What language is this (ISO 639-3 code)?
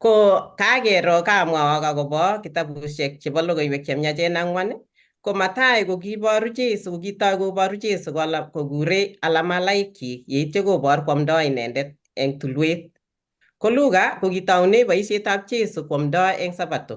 kln